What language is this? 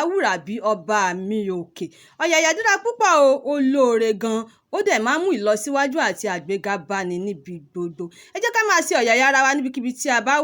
Yoruba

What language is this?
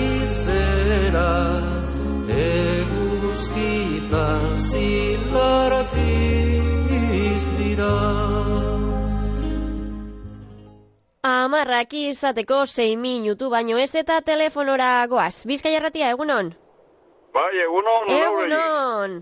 Basque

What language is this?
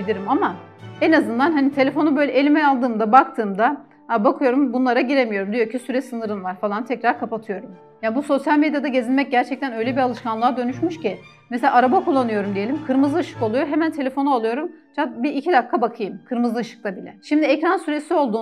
Turkish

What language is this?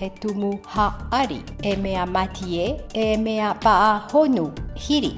Tahitian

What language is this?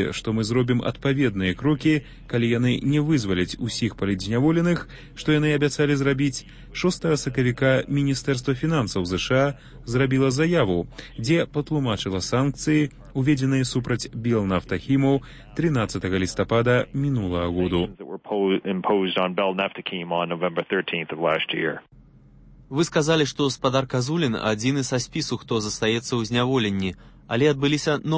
Belarusian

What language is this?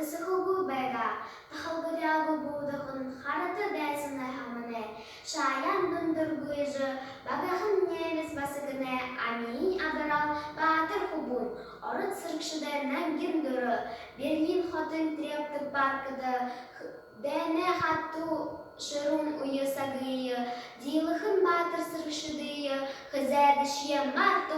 Buriat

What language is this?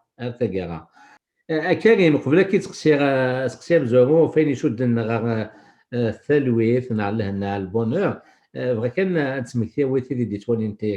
Kabyle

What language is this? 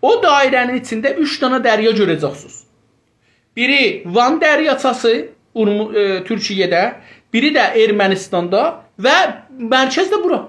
South Azerbaijani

